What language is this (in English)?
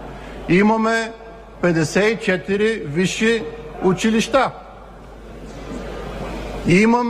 Bulgarian